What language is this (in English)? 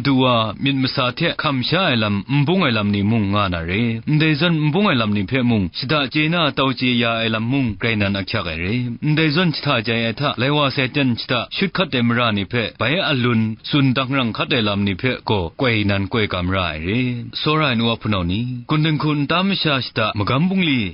Kachin